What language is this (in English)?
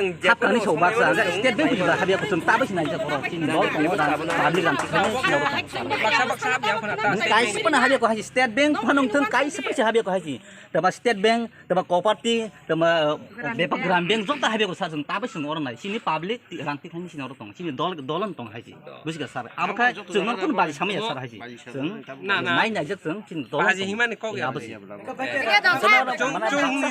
Kok Borok